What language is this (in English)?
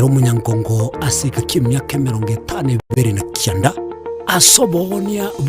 Gusii